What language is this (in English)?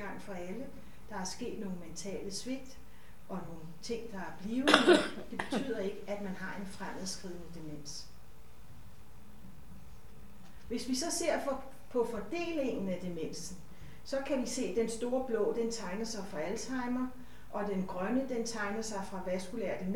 Danish